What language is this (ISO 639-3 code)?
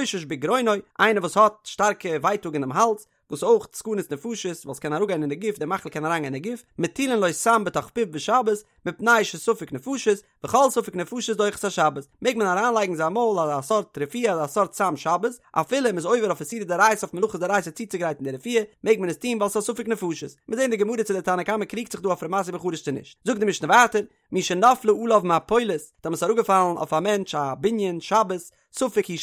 yid